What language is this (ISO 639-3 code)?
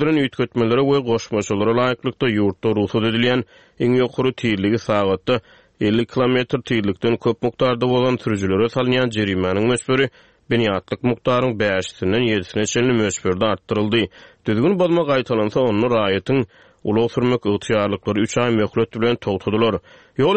tuk